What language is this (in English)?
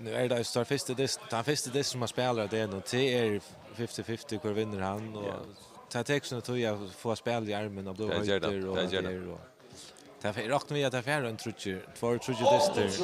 Faroese